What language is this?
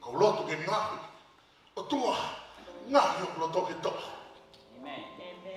Tongan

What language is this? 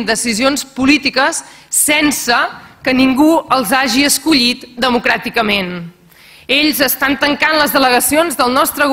Catalan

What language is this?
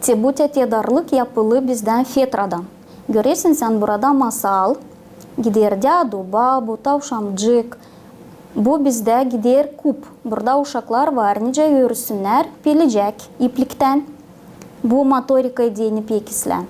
Gagauz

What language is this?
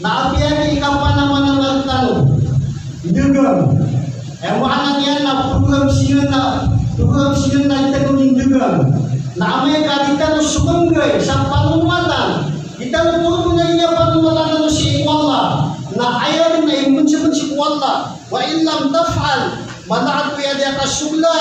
Maranao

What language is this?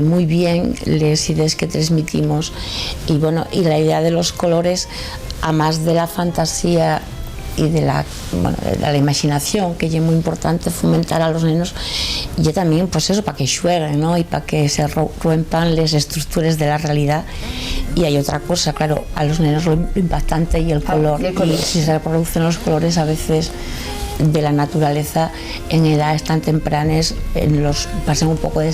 Asturian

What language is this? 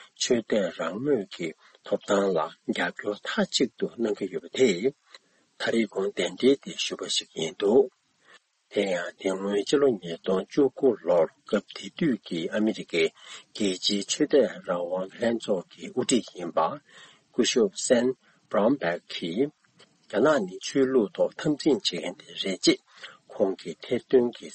Tibetan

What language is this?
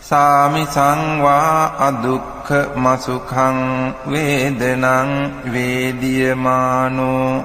Pali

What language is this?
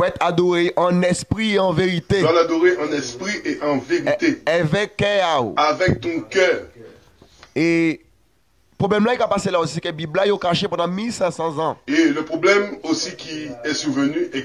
Guadeloupean Creole French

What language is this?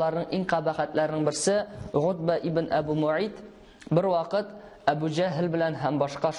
Tatar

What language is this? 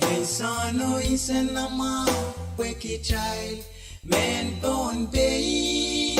Pohnpeian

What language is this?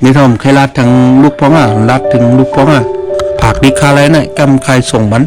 Shan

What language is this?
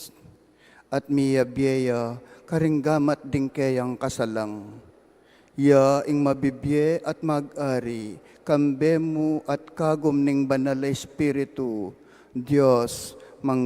Pampanga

